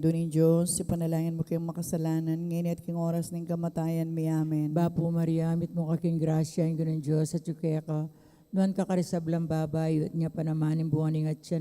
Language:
Pampanga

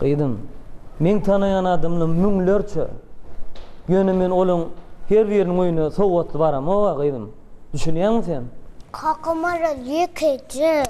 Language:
Turkmen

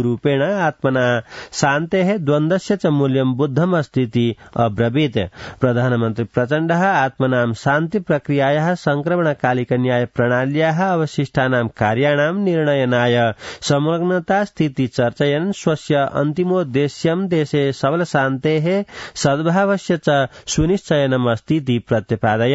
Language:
Sanskrit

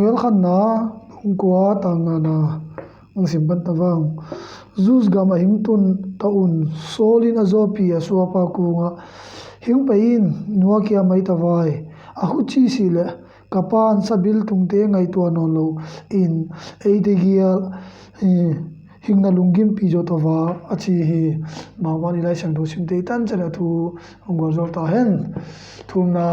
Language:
Tedim Chin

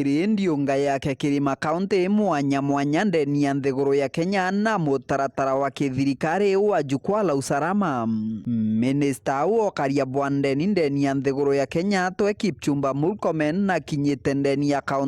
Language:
Meru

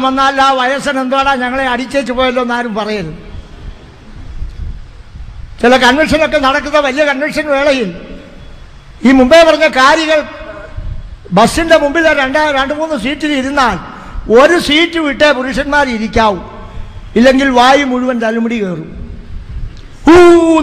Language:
Malayalam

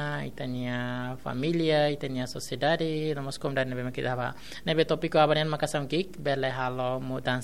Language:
Tetum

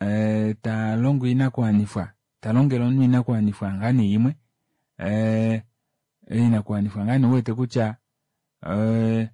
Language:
Kuanyama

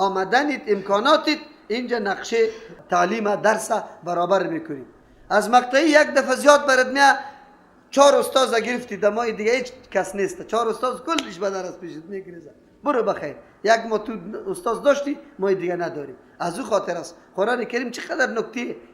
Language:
Persian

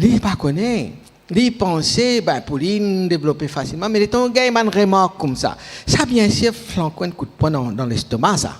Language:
Morisyen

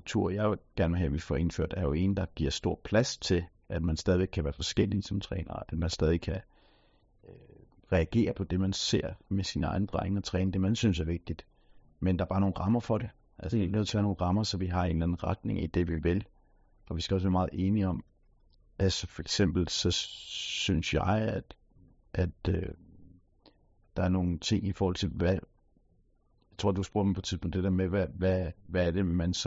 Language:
Danish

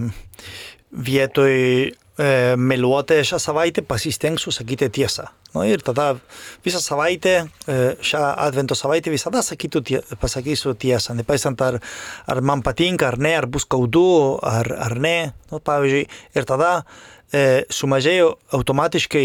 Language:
Lithuanian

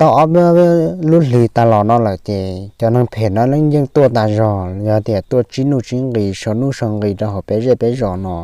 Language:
Hmong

